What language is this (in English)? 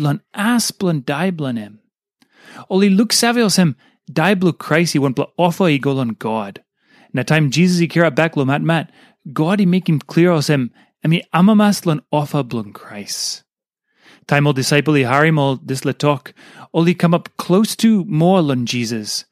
Tok Pisin